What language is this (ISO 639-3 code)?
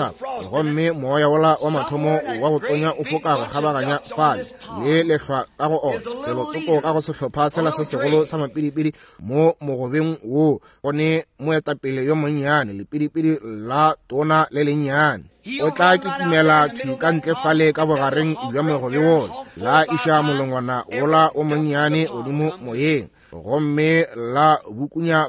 nso